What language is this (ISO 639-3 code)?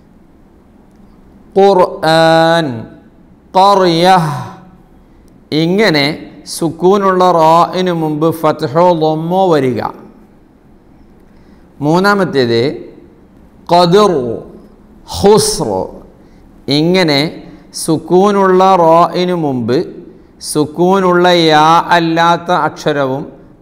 mal